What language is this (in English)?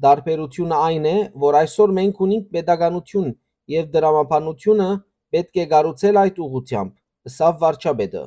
Western Armenian